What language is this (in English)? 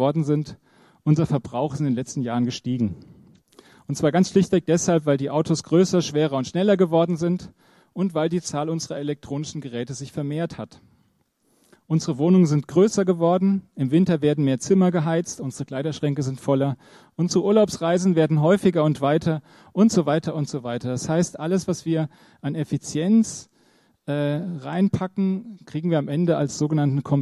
German